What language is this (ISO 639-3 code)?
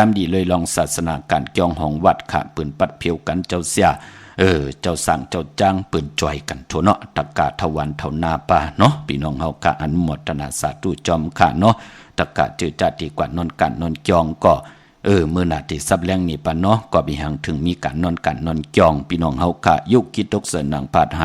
shn